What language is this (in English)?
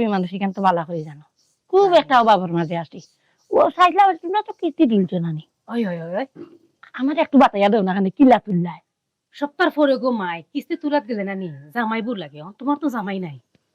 Sylheti